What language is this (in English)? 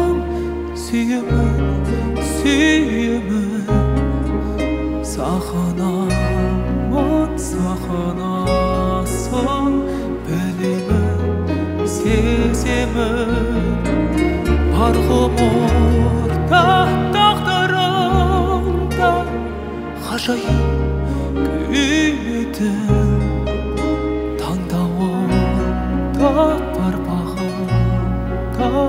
Kazakh